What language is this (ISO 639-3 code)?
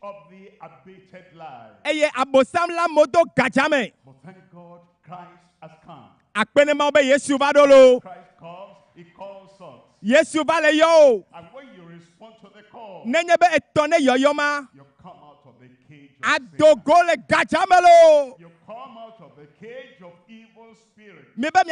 ewe